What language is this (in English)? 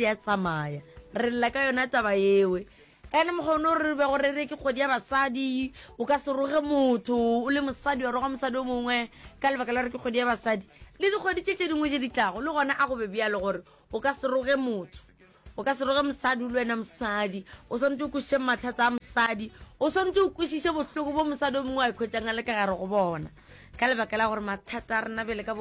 Northern Sotho